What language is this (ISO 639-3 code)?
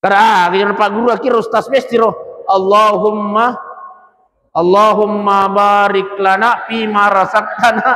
bug